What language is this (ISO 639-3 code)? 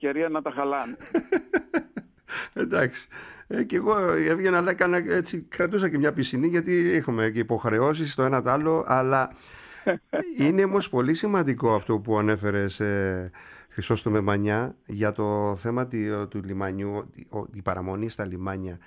ell